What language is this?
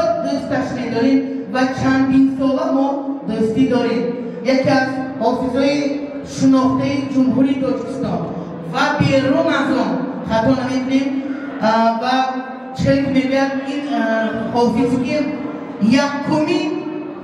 Tajik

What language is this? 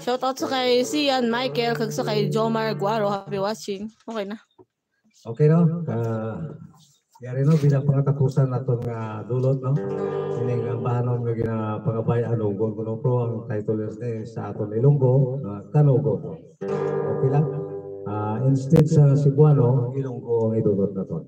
Hiligaynon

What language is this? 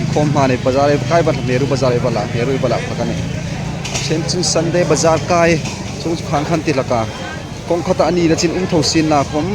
Hmar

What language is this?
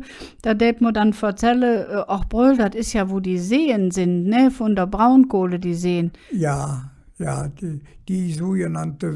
Colognian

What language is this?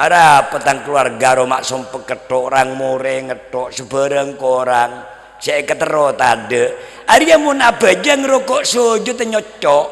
Madurese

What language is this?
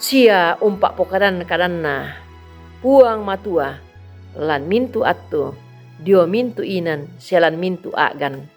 Toraja-Sa'dan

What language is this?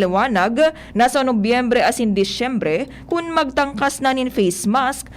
Bikol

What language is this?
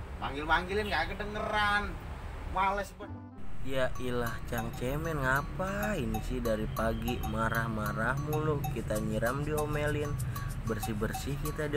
Betawi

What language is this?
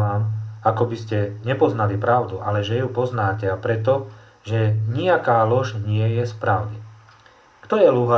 Slovak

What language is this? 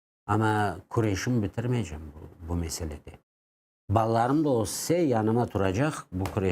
Crimean Tatar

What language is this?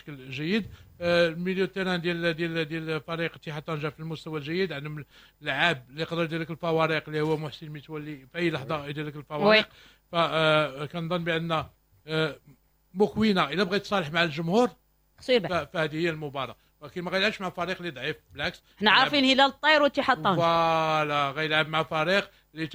Moroccan Arabic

